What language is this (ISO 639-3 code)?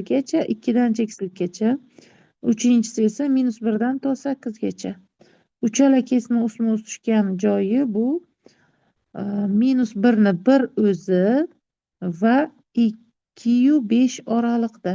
uzb